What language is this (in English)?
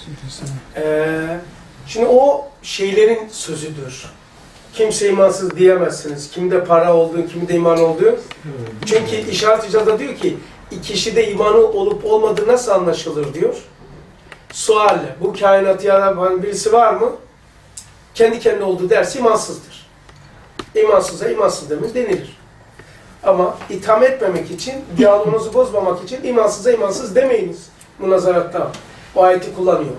Turkish